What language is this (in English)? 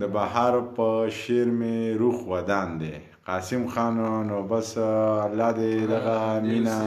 Pashto